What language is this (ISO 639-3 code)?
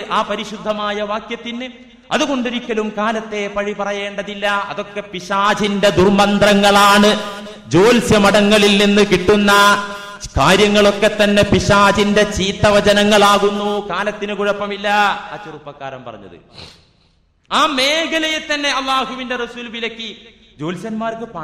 mal